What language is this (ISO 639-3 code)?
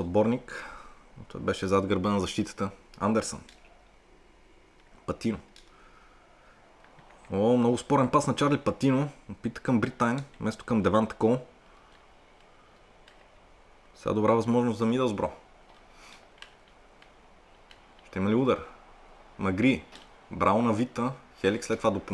bul